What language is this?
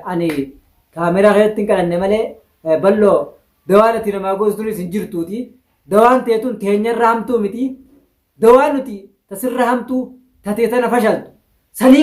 Oromo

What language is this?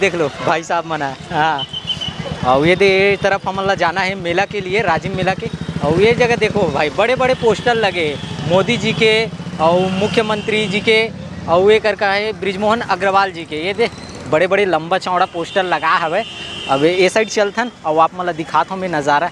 Chhattisgarhi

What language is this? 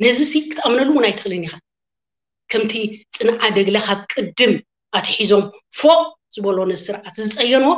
Tigrinya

